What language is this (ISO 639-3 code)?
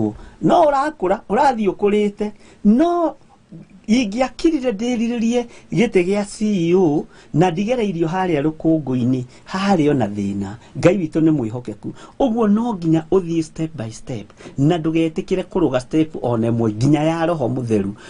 kik